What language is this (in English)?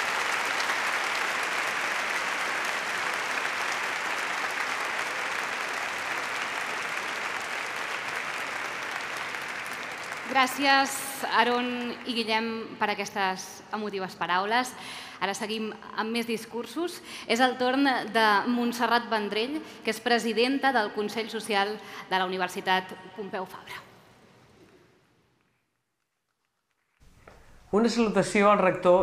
Catalan